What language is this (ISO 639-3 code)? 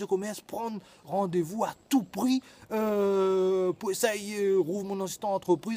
rcf